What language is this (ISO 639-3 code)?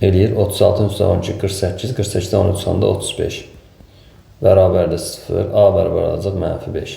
aze